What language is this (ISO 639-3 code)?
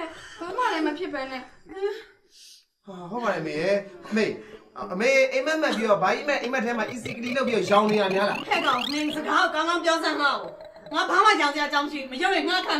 mya